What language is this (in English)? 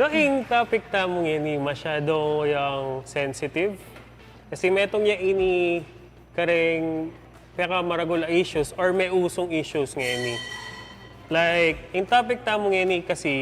Pampanga